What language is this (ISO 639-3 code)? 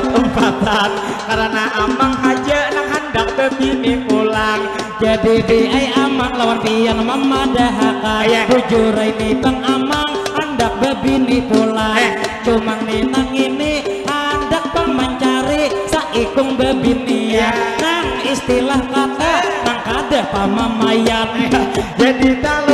bjn